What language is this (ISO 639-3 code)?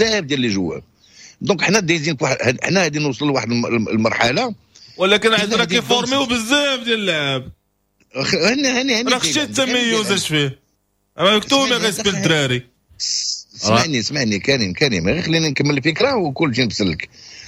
ary